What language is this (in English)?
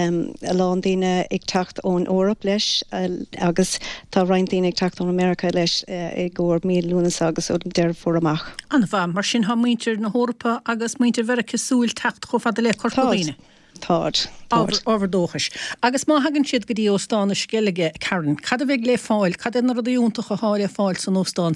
Irish